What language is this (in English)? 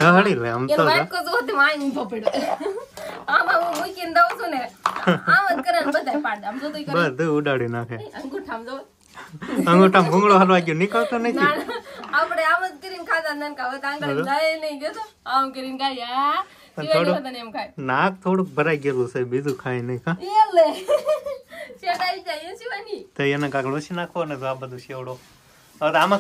Gujarati